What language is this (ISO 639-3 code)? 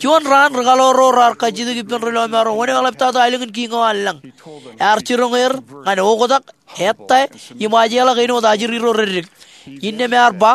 mah